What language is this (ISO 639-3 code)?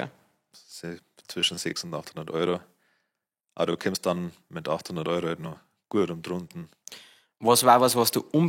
bar